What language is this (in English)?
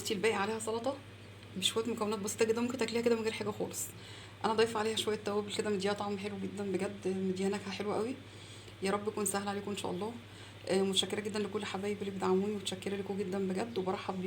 Egyptian Arabic